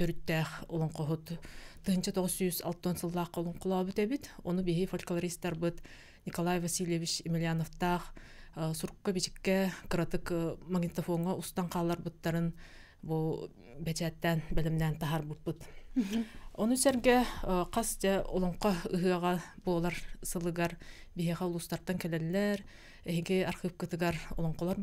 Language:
Yakut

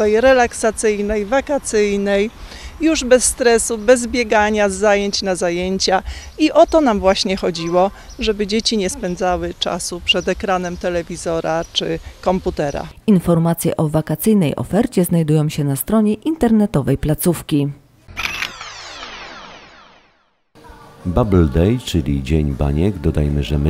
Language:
Polish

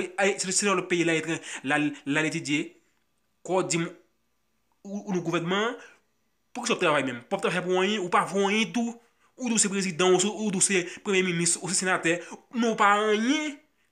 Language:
Haitian Creole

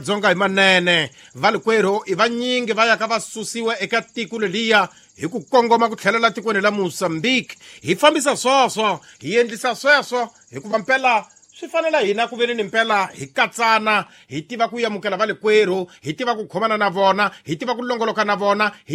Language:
Tsonga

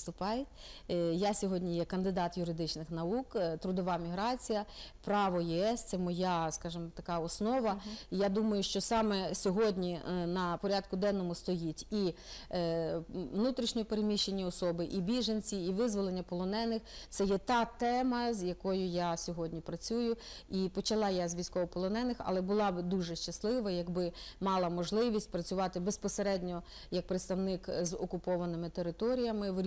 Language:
Ukrainian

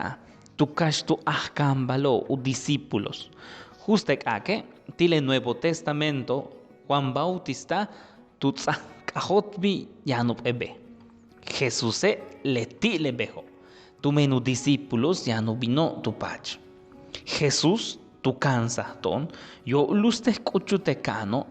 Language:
Yucateco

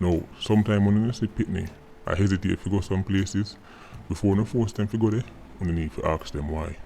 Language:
Jamaican Creole English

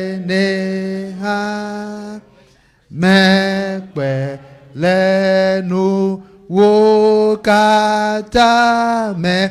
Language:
Ewe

